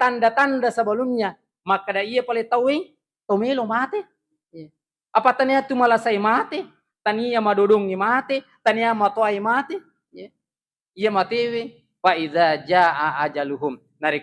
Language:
Buginese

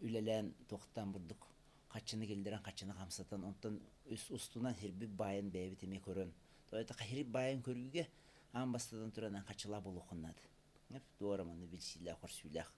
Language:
Yakut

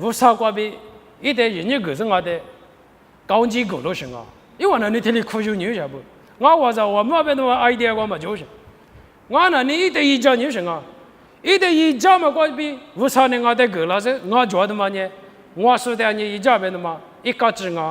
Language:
Lisu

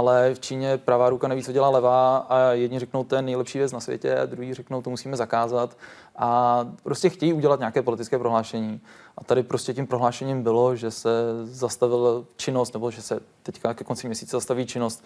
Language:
Czech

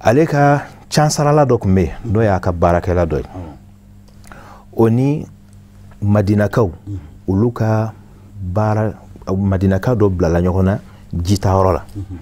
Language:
Bambara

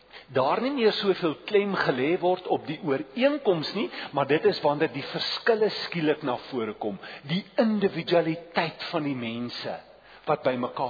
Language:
Afrikaans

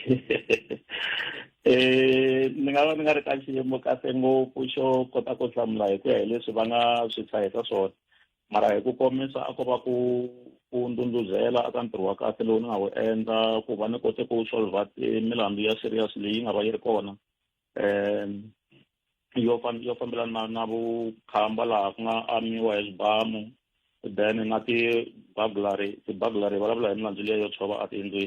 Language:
Tsonga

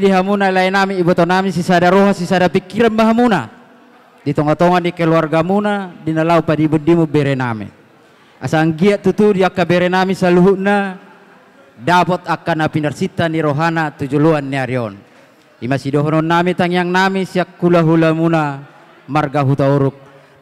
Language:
Batak Toba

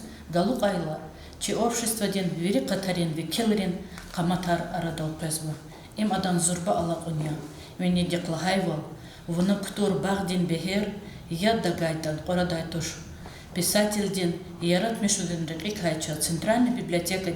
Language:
Lezghian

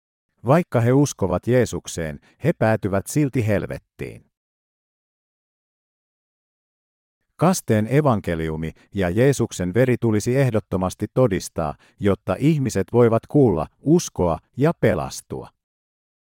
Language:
Finnish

